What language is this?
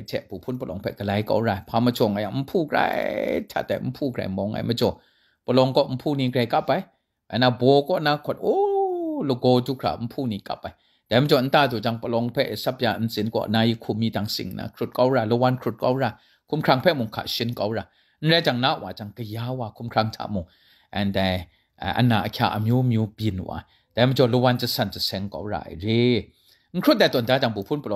Kachin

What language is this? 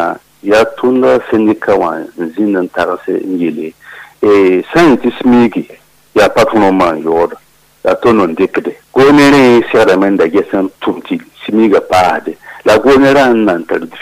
Mossi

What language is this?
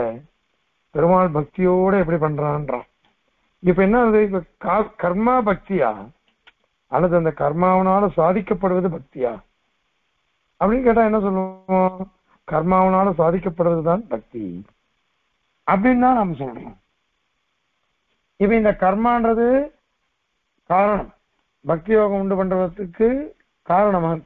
Tamil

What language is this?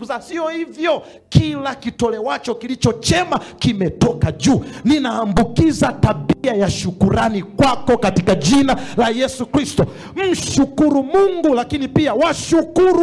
Swahili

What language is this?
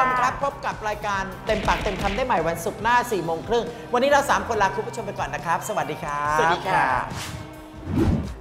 Thai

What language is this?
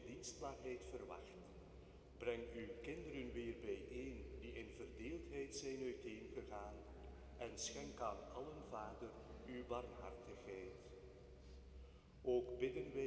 Dutch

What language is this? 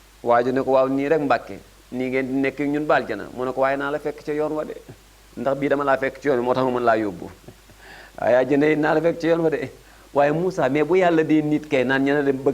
Wolof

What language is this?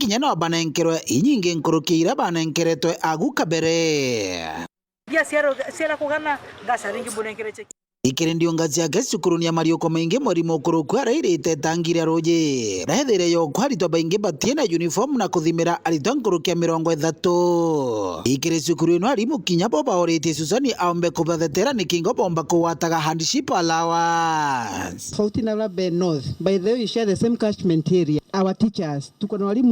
Meru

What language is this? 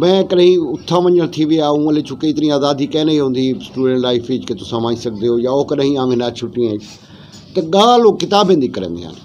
Western Panjabi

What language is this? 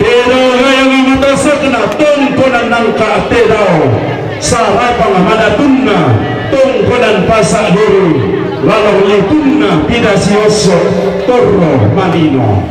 Toraja-Sa'dan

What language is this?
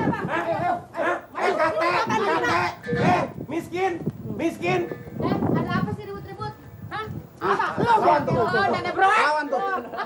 Betawi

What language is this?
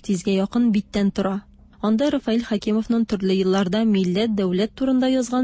Tatar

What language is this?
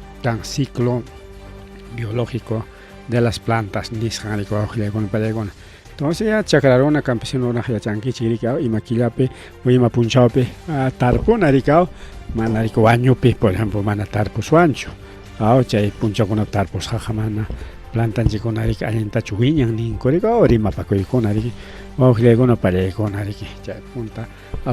Ayacucho Quechua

